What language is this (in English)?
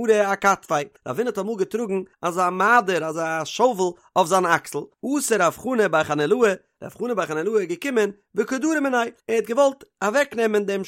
Yiddish